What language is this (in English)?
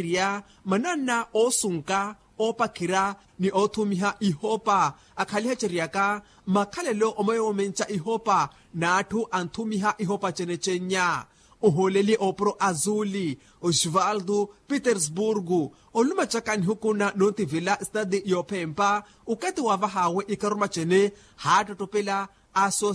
Makhuwa